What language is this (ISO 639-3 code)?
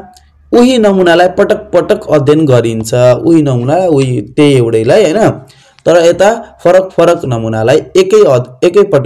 nep